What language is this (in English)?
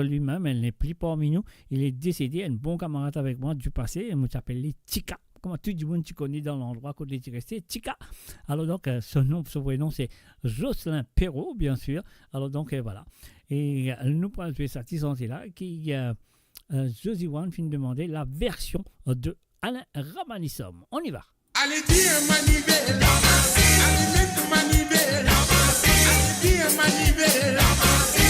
Morisyen